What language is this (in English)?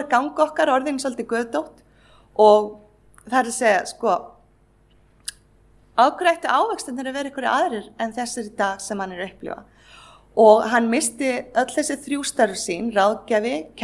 Icelandic